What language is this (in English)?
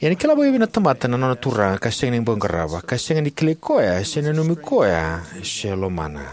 Fijian